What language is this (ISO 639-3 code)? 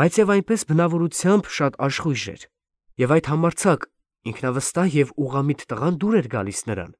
hye